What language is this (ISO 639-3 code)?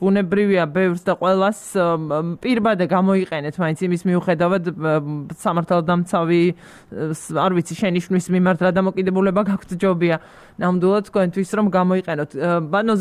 kat